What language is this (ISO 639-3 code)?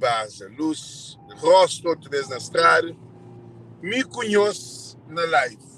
kea